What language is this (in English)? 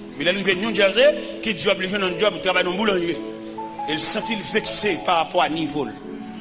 Haitian Creole